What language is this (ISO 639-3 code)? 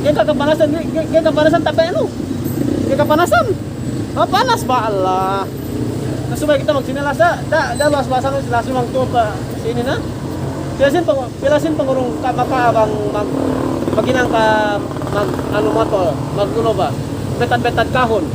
yka